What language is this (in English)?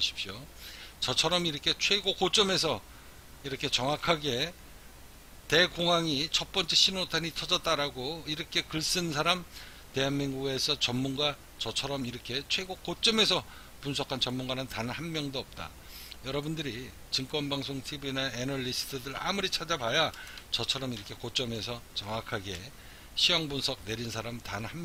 Korean